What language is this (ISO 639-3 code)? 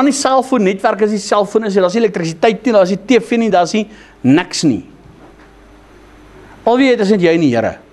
afr